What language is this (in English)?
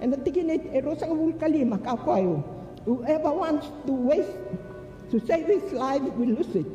Fijian